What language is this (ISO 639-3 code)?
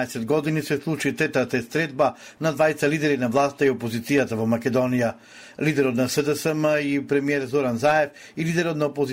mkd